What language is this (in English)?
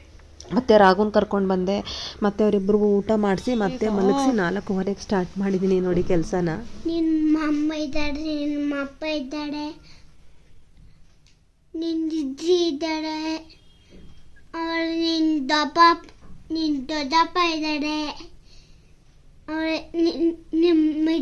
Kannada